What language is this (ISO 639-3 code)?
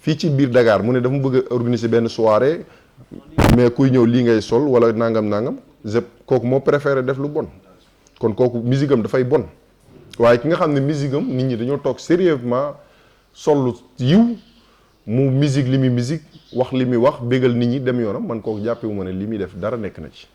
wol